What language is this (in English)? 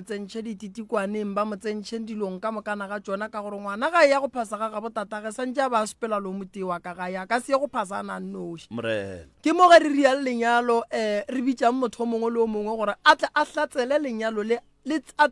Northern Sotho